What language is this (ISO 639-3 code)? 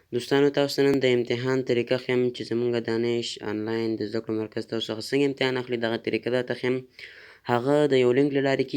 pus